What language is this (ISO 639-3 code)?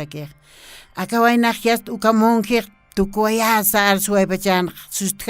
aym